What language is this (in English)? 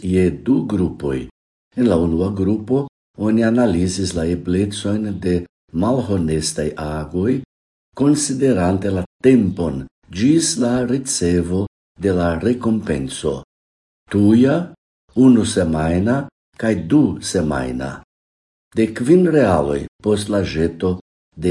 Esperanto